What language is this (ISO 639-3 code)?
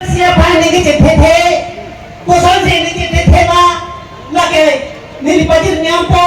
mjw